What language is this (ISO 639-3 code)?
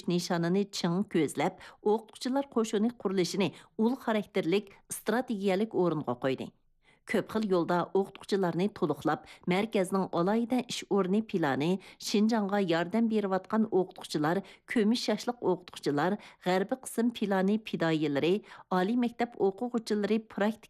uig